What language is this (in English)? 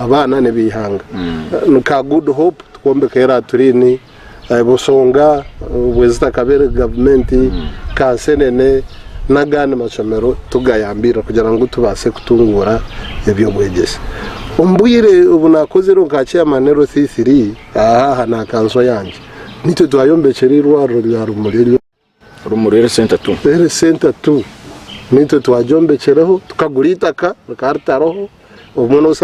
Nyankole